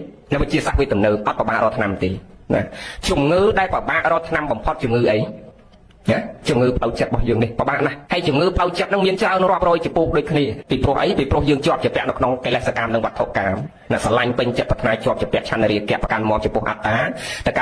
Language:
Khmer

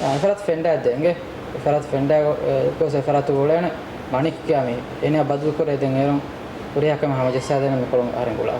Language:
Divehi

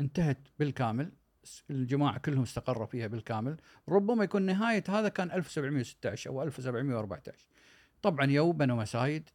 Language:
Gulf Arabic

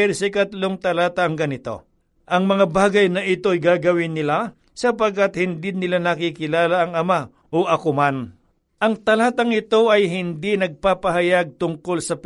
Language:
Filipino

